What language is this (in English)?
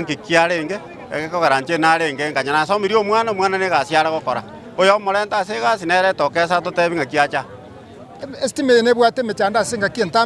Gusii